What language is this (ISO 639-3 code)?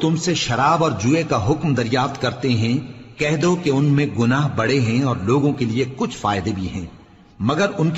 urd